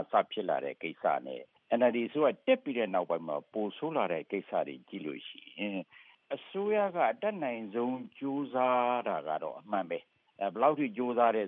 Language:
Burmese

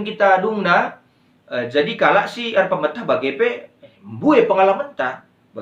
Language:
Batak Karo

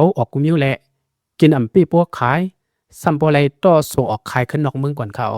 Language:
Lao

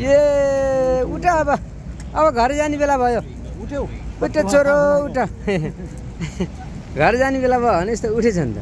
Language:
Nepali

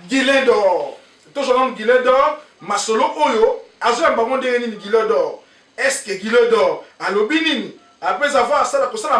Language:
Lingala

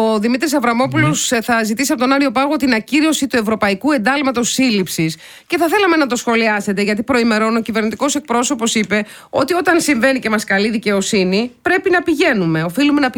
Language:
Greek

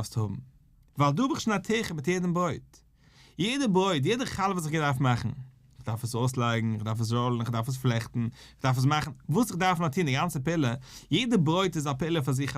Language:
Yiddish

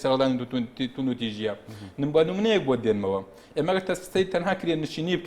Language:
Central Kurdish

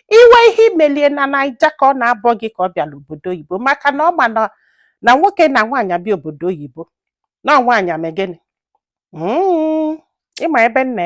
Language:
Igbo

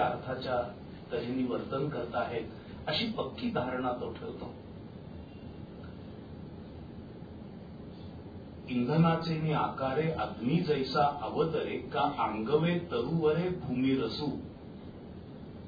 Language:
Marathi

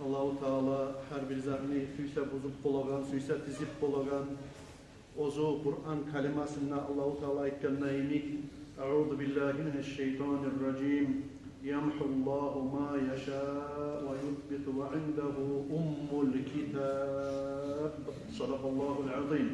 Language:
Kumyk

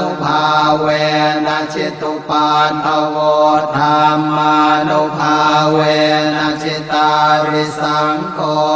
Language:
Pali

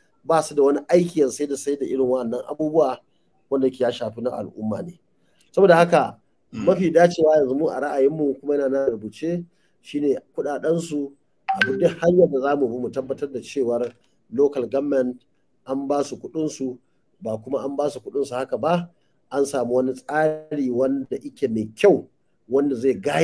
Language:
Hausa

